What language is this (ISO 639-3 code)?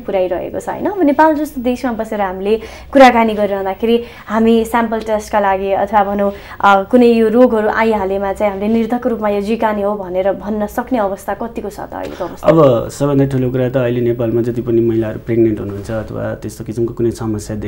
nep